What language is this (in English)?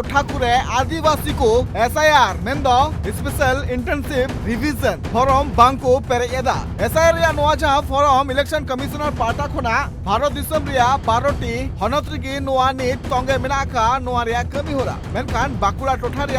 Santali